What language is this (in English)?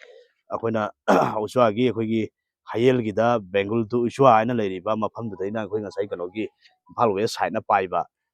Manipuri